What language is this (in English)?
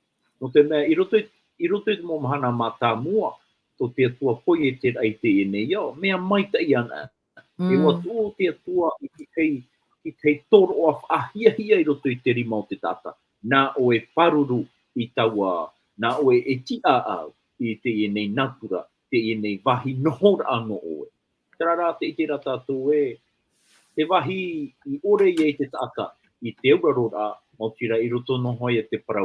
Tahitian